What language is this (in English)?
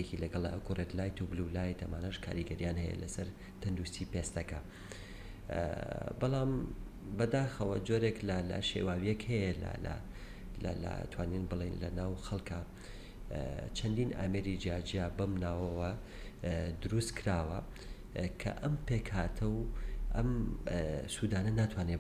Central Kurdish